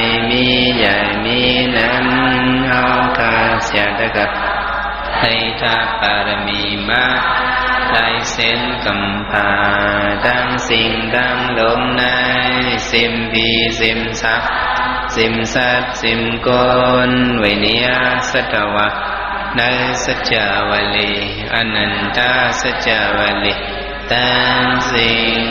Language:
Shan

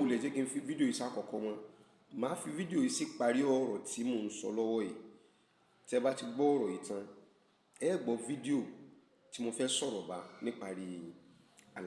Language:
Yoruba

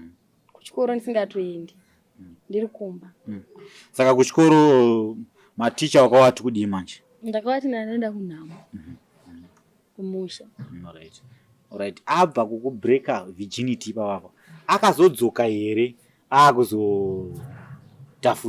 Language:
Shona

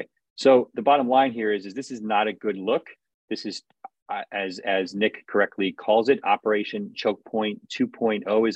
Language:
English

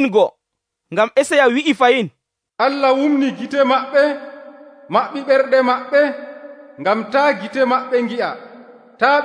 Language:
Nigerian Fulfulde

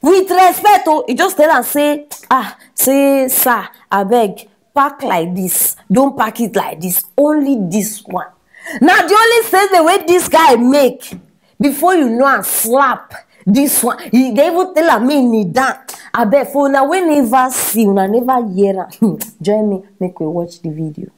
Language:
Nigerian Pidgin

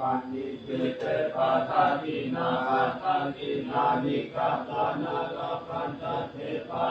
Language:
Pali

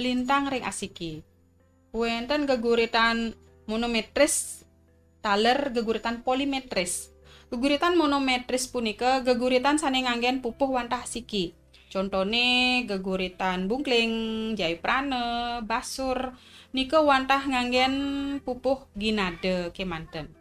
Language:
Balinese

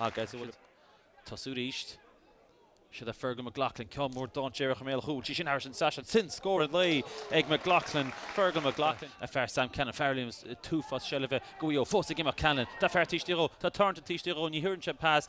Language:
Irish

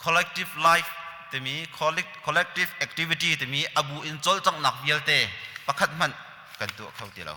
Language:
Hakha Chin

